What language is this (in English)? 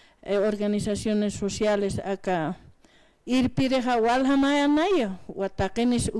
Aymara